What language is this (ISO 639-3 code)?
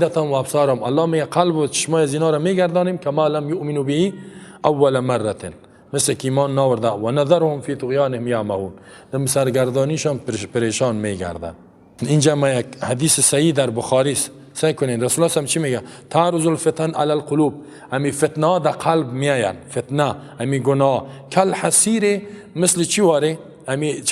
fas